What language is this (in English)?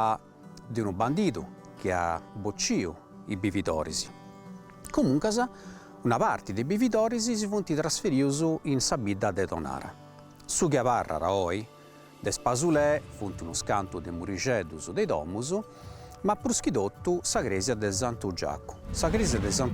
Sardinian